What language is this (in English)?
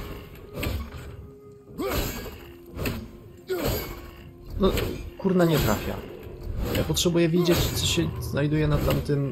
Polish